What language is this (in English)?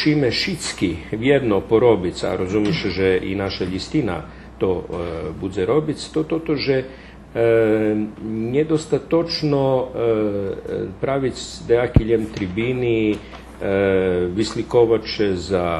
Rusyn